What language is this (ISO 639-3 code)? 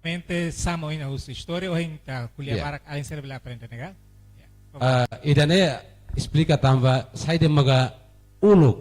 tet